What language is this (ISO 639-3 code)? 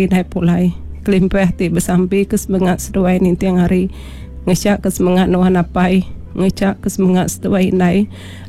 iba